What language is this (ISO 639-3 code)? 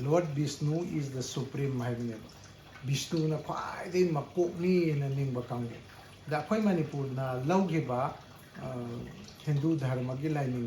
mni